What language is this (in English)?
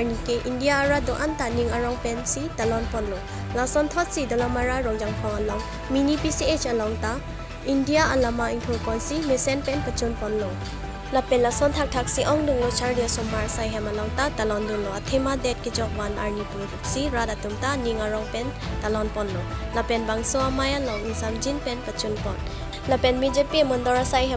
Karbi